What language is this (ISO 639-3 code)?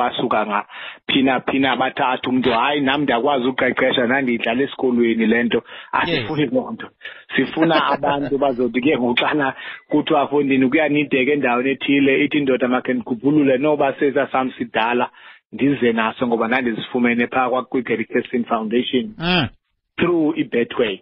xho